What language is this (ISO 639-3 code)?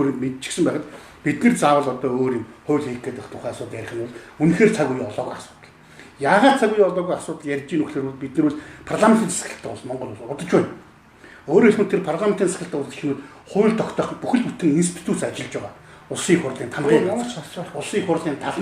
mon